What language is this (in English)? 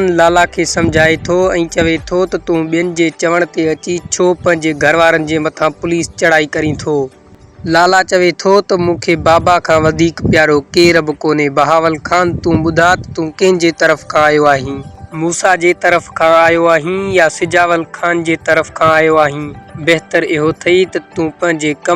Sindhi